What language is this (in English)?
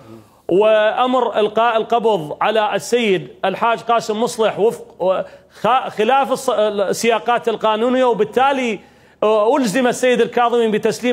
Mesopotamian Arabic